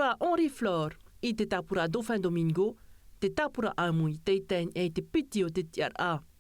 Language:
Tahitian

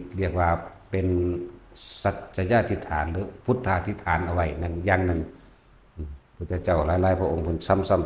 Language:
Northeastern Thai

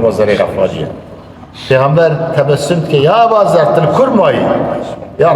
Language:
Kurdish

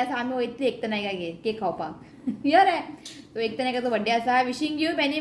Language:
Konkani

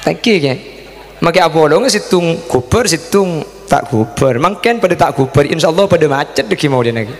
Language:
Madurese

